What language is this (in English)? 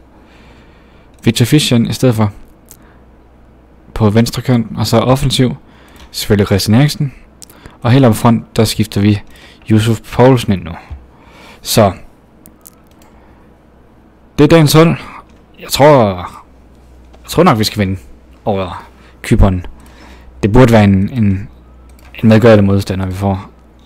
Danish